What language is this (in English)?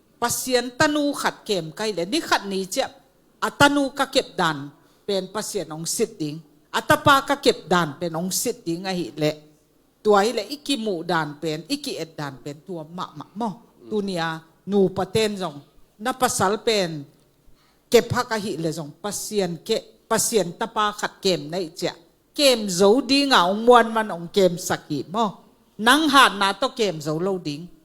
Tedim Chin